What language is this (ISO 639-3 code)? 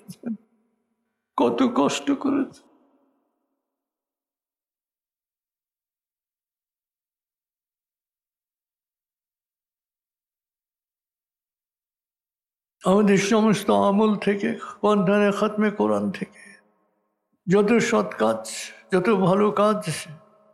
ben